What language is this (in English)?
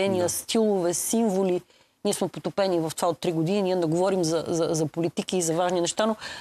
Bulgarian